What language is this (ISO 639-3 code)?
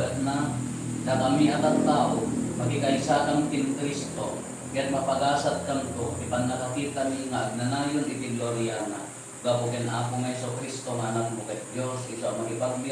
ilo